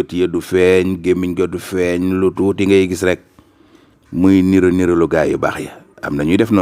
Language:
Wolof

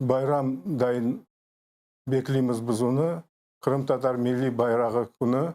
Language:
Crimean Tatar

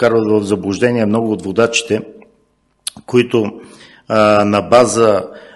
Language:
Bulgarian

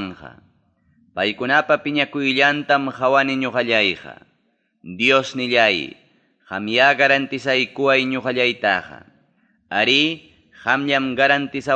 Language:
Ayacucho Quechua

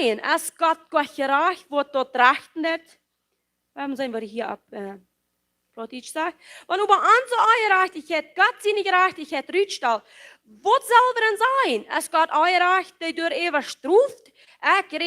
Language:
Plautdietsch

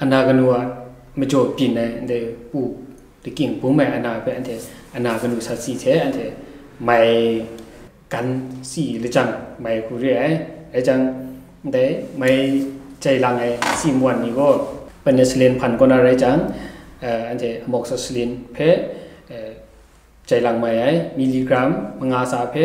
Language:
Kachin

